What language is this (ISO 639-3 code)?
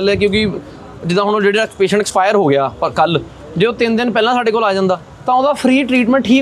pan